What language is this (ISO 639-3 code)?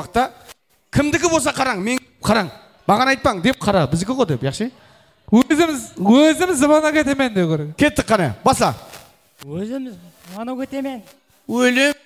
kaa